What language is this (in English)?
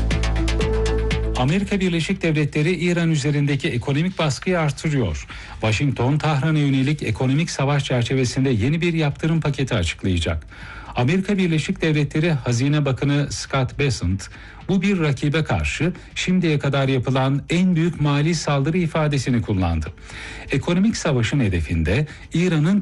Turkish